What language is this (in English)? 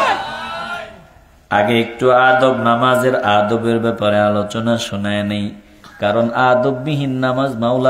Bangla